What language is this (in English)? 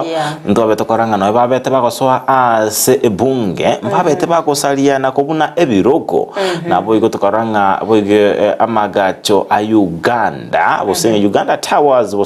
Gusii